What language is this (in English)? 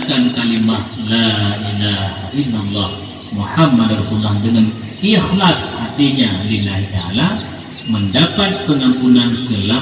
Achinese